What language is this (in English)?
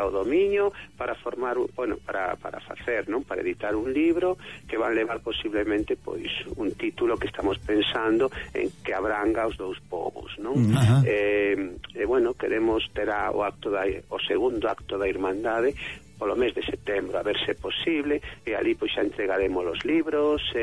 Galician